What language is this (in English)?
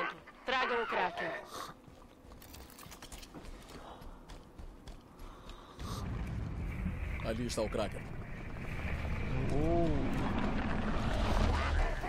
Portuguese